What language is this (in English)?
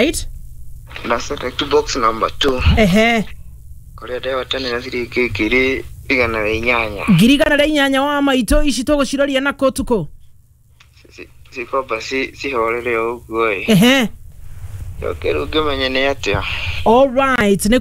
Kikuyu